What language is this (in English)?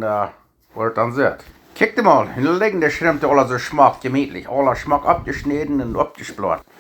Plautdietsch